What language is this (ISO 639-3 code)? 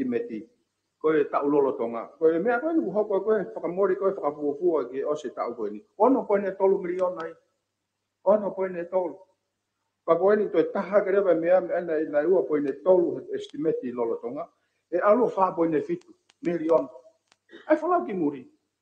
ton